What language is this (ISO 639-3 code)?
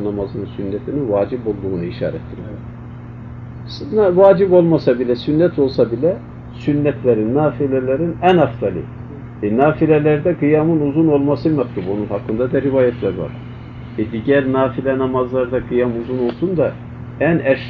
tur